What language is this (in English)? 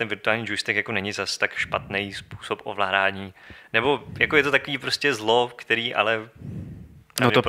Czech